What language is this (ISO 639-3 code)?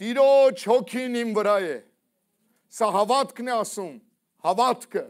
hye